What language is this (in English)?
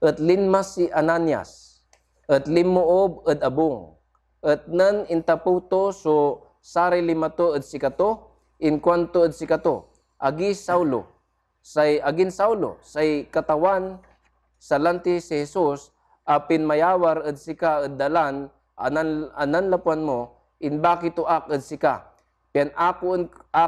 Pangasinan